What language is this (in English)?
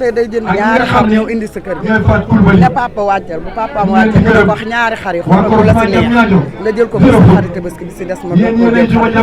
Wolof